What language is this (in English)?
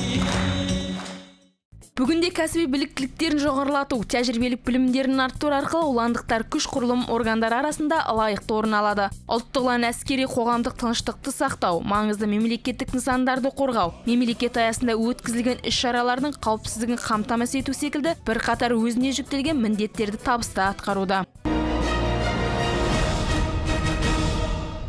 Kazakh